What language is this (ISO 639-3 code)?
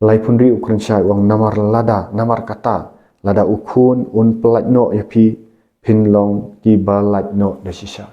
kha